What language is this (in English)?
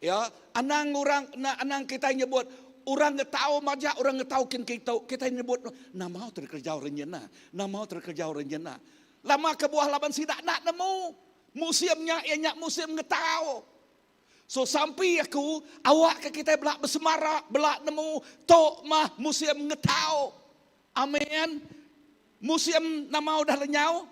Iban